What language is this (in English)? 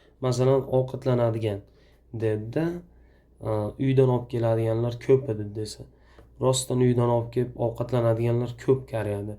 Uzbek